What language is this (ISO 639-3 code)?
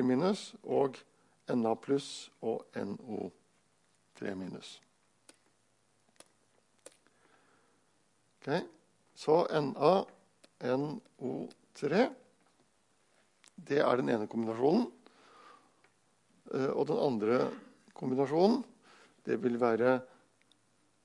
nor